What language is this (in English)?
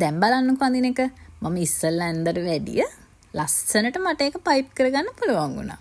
Sinhala